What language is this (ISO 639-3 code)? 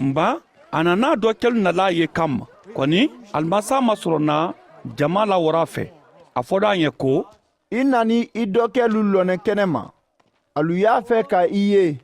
man